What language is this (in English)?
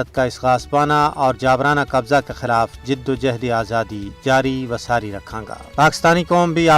Gujari